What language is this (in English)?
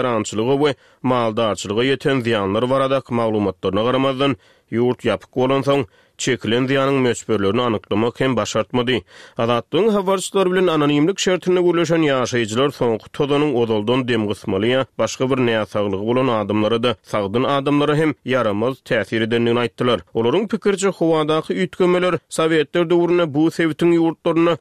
Turkmen